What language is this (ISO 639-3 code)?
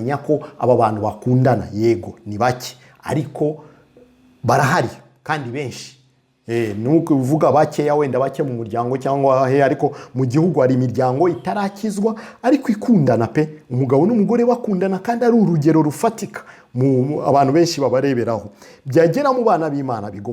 kin